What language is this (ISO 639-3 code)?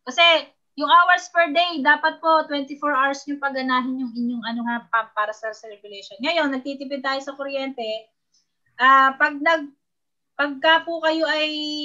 fil